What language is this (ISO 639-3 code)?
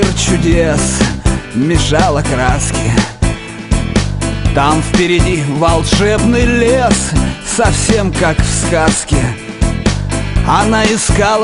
rus